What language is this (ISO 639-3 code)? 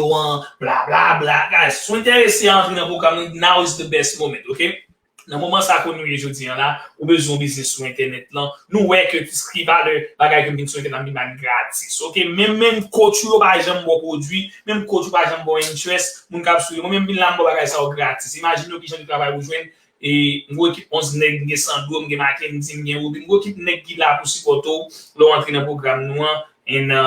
hat